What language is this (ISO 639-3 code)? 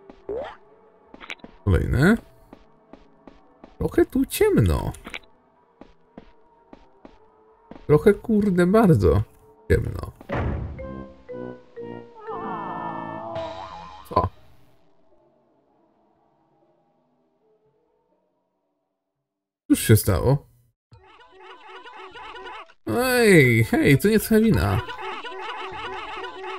pol